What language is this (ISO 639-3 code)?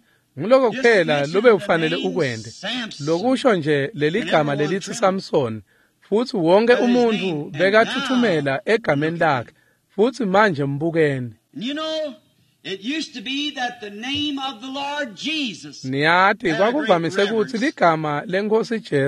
ssw